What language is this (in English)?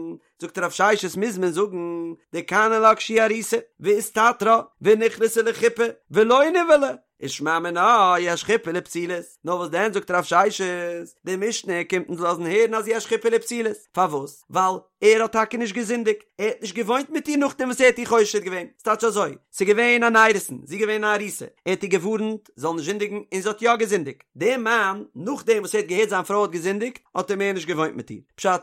Yiddish